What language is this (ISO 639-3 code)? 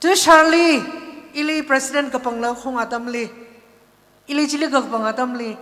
nmf